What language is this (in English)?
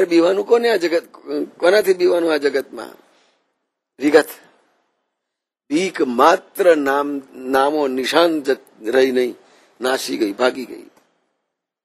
Gujarati